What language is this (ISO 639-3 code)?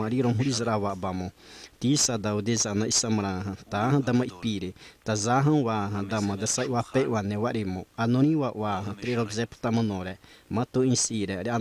xav